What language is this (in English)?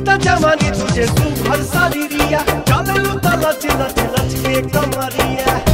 Bhojpuri